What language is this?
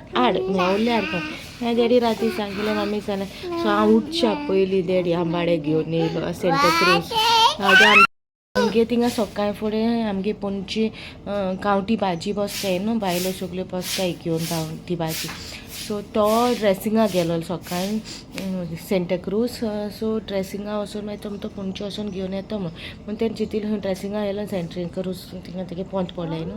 Konkani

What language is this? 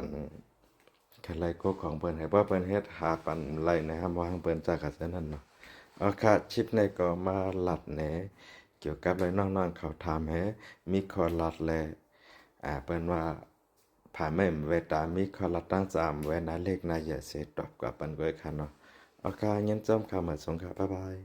Shan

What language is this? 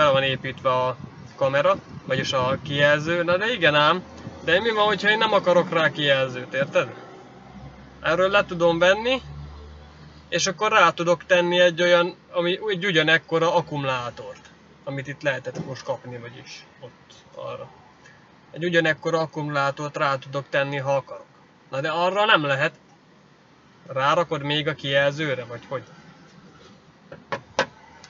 Hungarian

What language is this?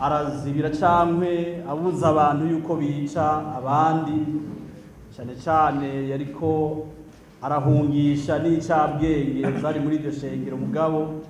Rundi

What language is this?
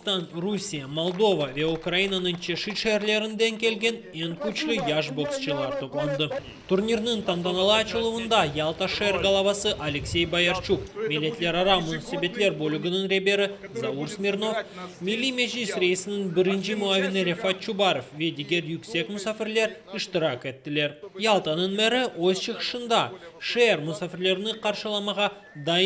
Crimean Tatar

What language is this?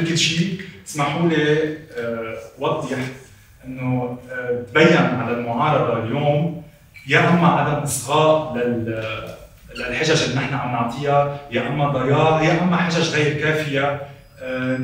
North Levantine Arabic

